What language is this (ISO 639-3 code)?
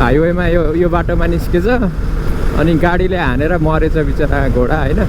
nep